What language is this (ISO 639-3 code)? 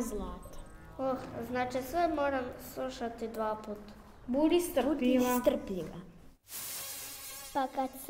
hrv